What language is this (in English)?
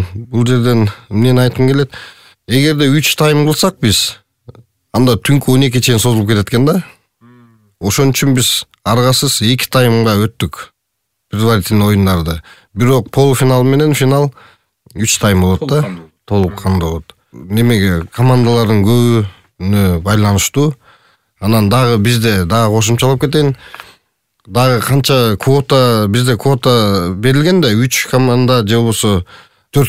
Kyrgyz